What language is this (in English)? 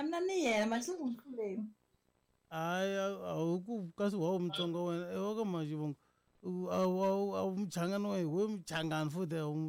Tsonga